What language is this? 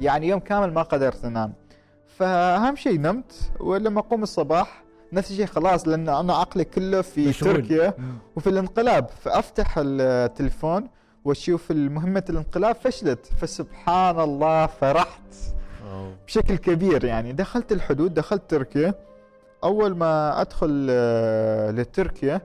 Gulf Arabic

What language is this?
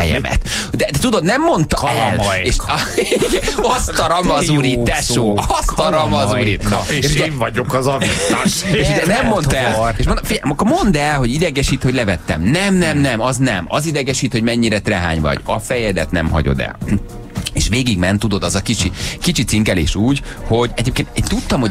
Hungarian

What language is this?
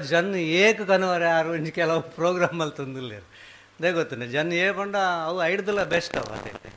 Tulu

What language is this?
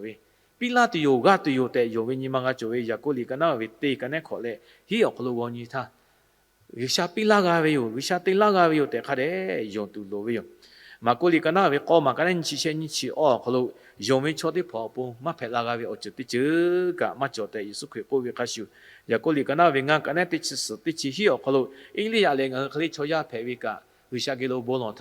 Lahu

